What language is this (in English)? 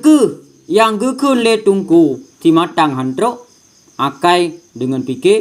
Achinese